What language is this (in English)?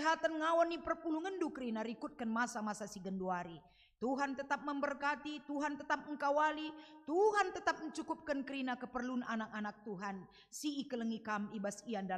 Batak Karo